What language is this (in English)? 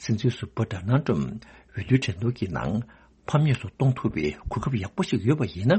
Tibetan